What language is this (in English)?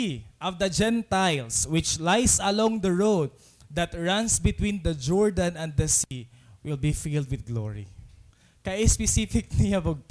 Waray